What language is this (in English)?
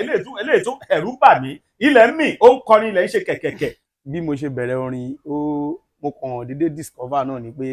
Yoruba